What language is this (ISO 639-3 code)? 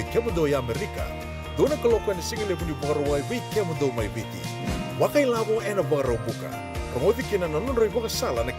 fij